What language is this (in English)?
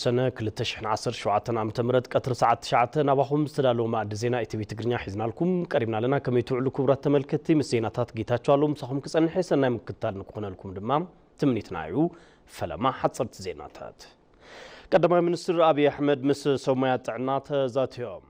Tigrinya